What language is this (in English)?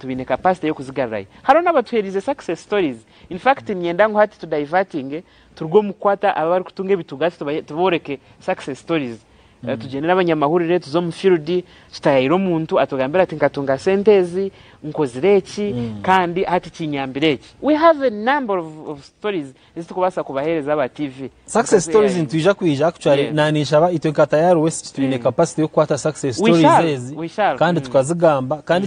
Nyankole